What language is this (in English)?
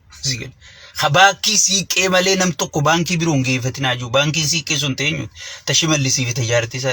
Oromo